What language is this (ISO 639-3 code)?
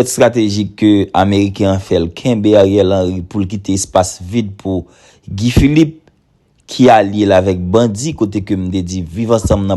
hat